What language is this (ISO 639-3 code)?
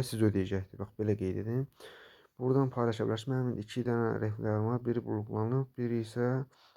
aze